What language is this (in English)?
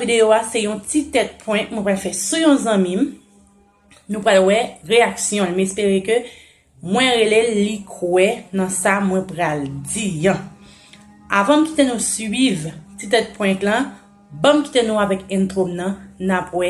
Haitian Creole